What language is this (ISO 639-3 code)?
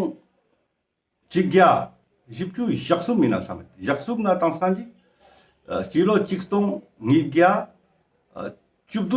lbj